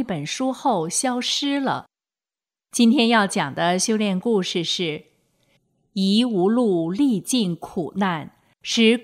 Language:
Chinese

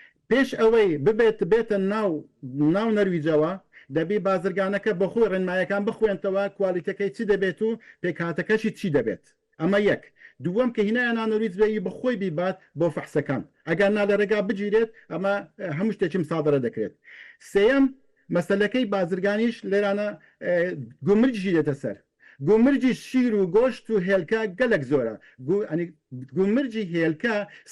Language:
Central Kurdish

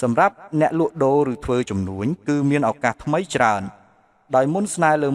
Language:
Khmer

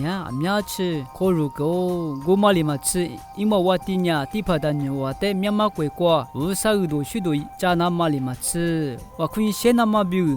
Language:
Lisu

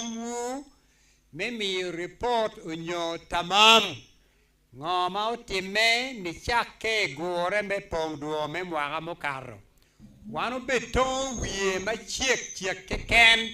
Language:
Acoli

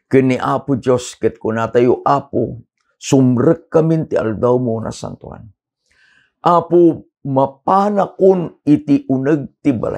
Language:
Iloko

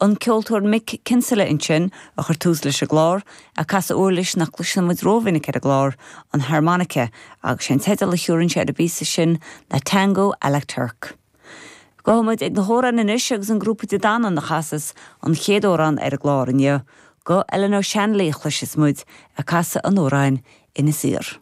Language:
Irish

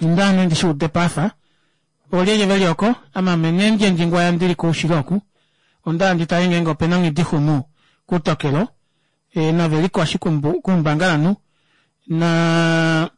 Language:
Kuanyama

